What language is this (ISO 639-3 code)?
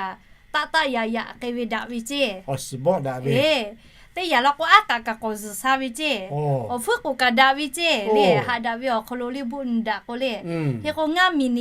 lhu